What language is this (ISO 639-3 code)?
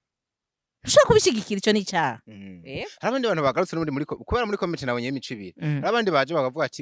run